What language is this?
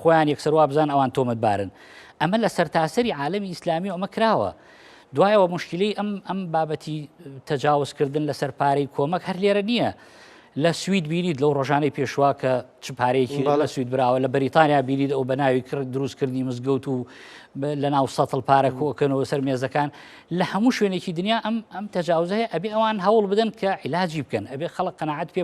Central Kurdish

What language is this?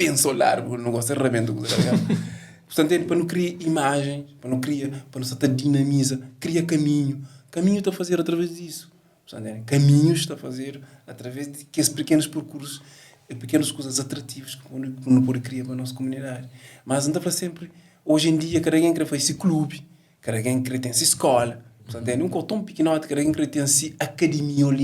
Kabuverdianu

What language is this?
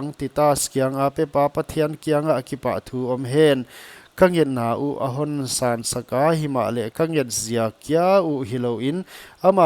Paite Chin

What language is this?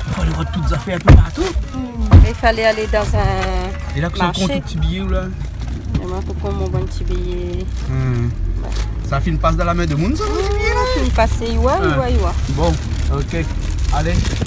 Réunion Creole French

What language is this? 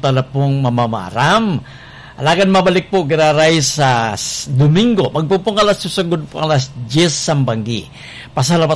Bikol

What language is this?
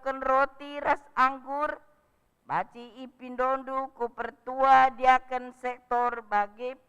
Batak Karo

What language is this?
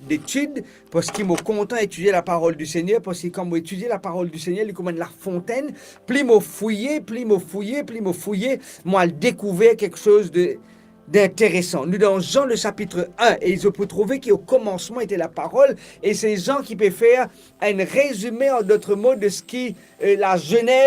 Morisyen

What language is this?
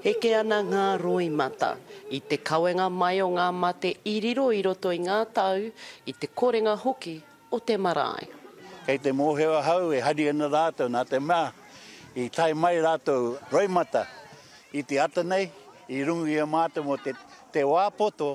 Māori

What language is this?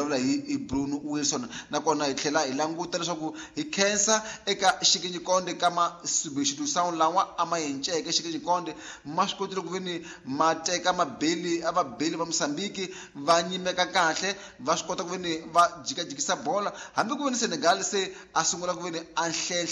Tsonga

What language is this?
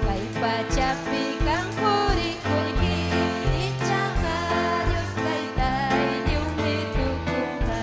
Ayacucho Quechua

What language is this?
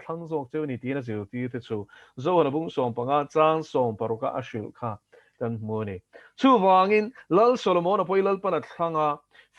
Mizo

